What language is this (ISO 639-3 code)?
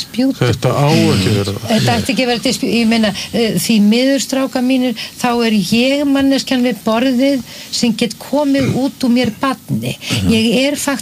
isl